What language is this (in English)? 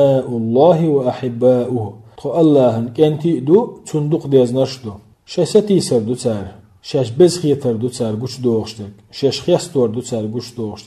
Chechen